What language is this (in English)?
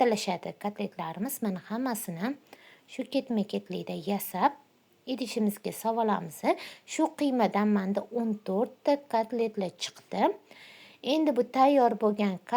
Uzbek